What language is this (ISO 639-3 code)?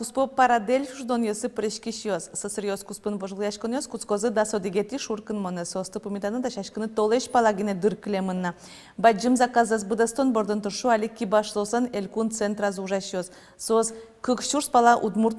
udm